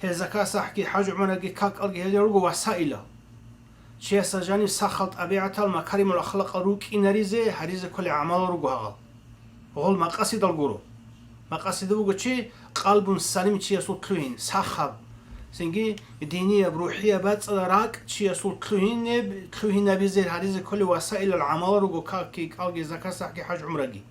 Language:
Avaric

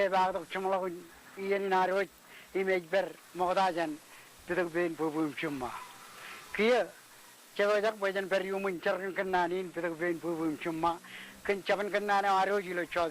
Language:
Marshallese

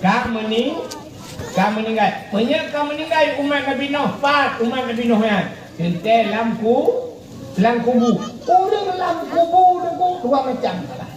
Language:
Achinese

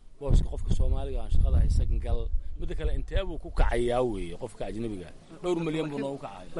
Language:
Somali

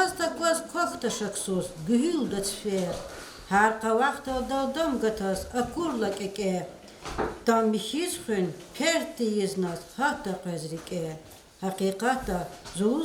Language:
Lezghian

